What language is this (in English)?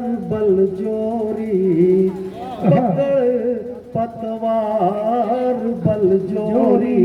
Magahi